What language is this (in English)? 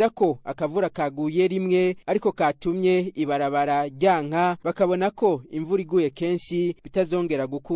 Rundi